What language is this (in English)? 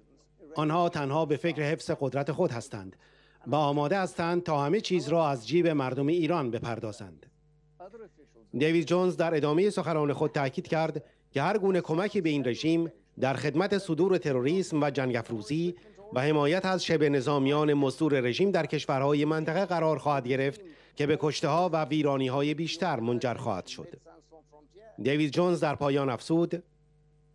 Persian